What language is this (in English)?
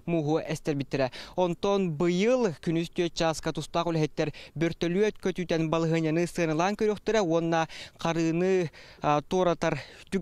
Yakut